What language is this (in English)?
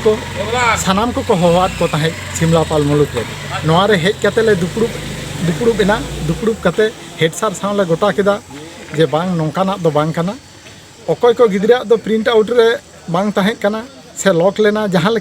Santali